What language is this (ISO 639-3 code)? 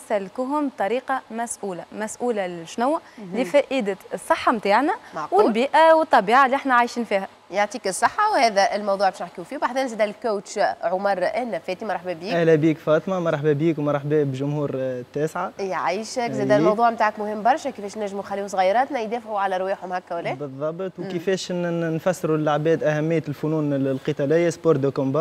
aeb